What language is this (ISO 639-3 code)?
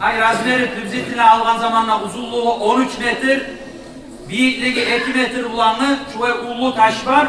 kum